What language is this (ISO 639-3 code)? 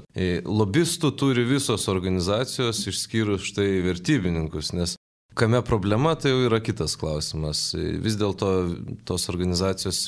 lit